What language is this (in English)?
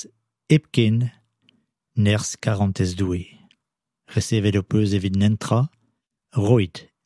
Breton